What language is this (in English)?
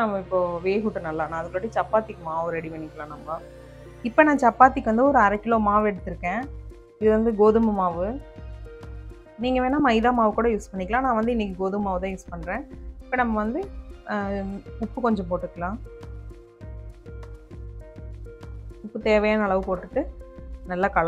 Tamil